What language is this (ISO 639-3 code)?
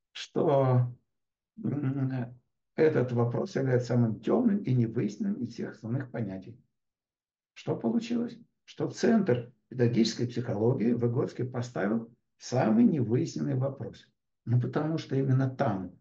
rus